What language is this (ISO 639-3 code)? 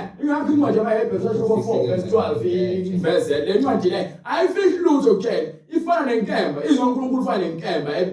zul